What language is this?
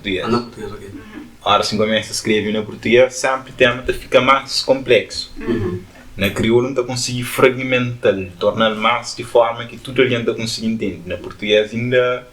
Kabuverdianu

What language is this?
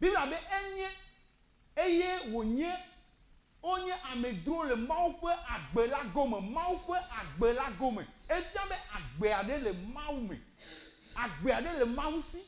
Ewe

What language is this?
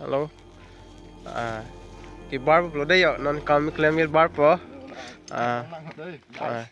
Karbi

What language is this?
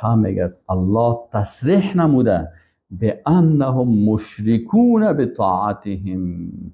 Persian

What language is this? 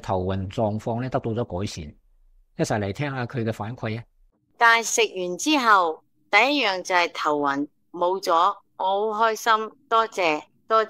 Cantonese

